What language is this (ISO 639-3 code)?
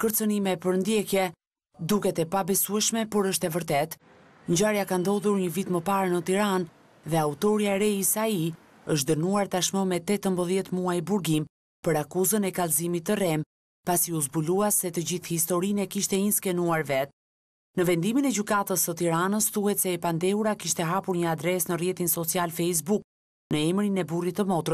sqi